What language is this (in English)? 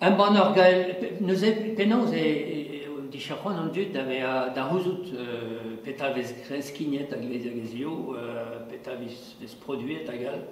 Breton